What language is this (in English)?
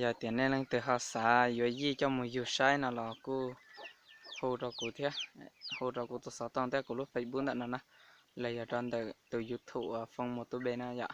Hmong